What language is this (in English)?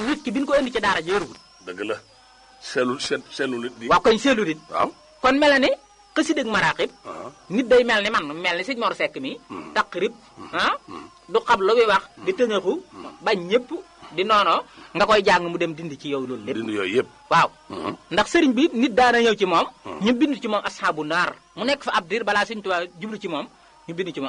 Wolof